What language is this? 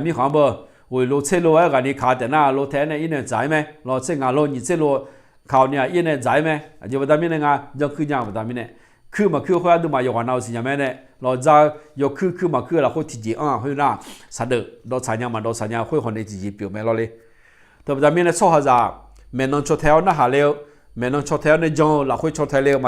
Akha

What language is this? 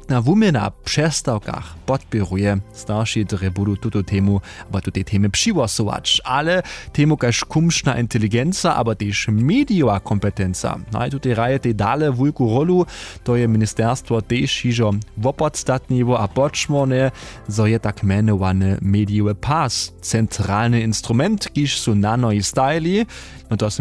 Upper Sorbian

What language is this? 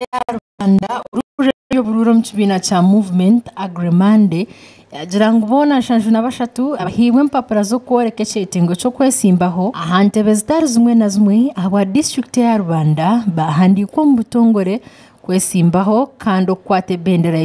Nyankole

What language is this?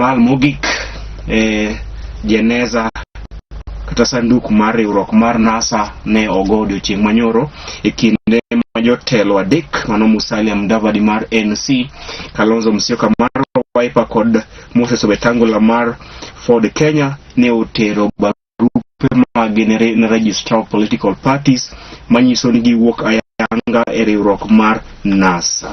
Luo (Kenya and Tanzania)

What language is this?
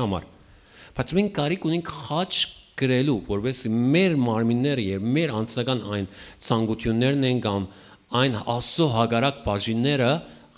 Western Armenian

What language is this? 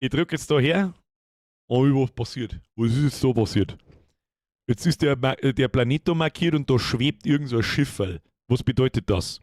Bavarian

